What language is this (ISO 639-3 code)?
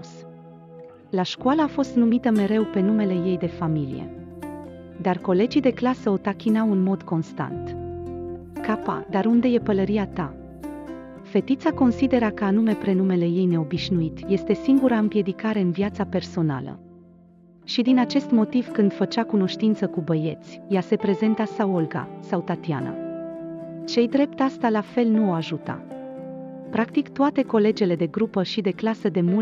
ron